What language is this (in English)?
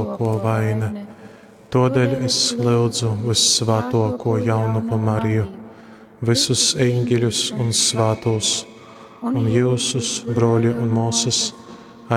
Latgalian